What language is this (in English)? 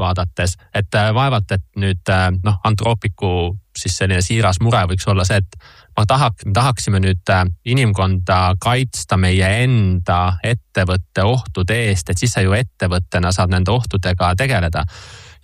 Estonian